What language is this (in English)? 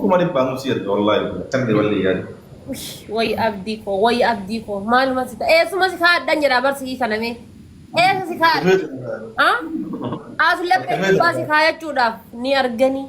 Oromo